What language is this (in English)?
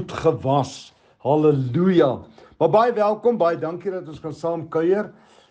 Afrikaans